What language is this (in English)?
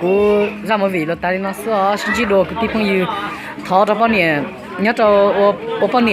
Hmong